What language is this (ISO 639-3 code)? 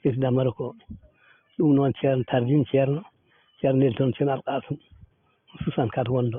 ful